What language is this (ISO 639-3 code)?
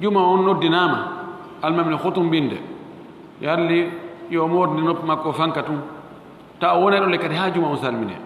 ful